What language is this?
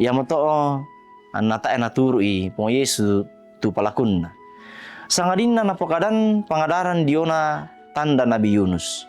Toraja-Sa'dan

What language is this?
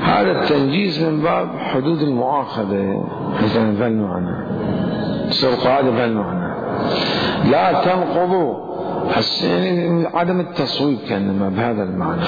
Mesopotamian Arabic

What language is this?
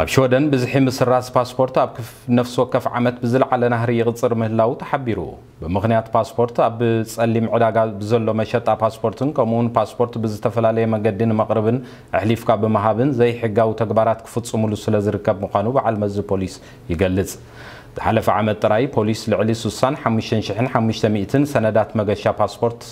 Tigrinya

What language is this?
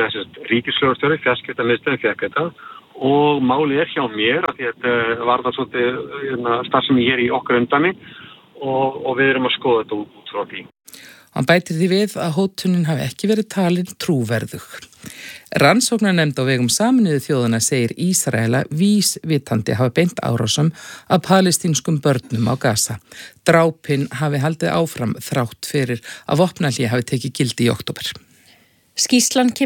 Icelandic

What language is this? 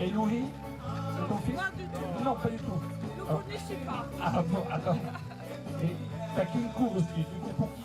Occitan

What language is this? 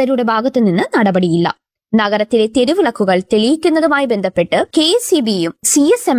Malayalam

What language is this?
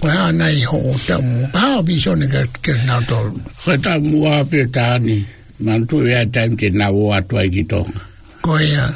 Tongan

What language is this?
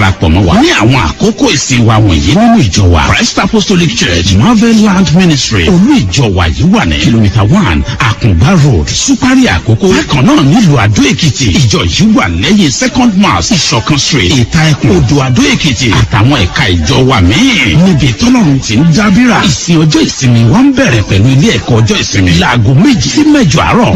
Yoruba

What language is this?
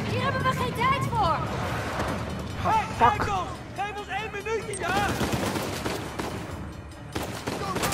Dutch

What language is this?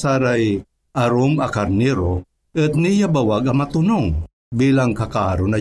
Pangasinan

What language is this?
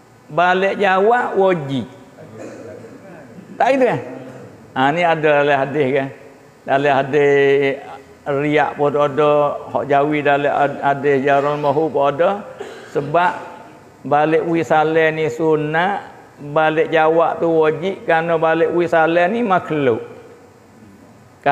Malay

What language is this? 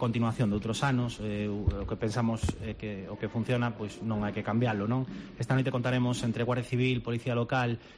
Galician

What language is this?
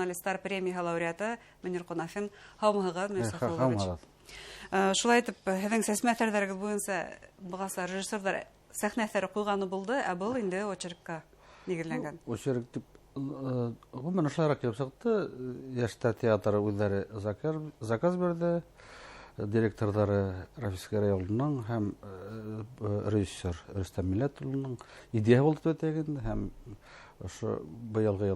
Bashkir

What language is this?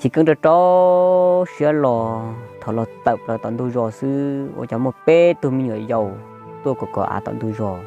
Hmong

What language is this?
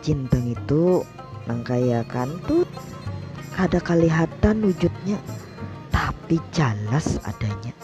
Banjar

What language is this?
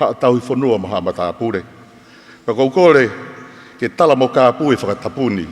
Tongan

